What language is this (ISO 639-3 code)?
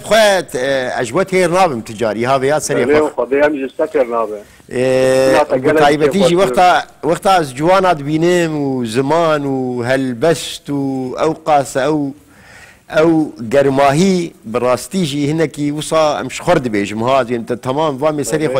kur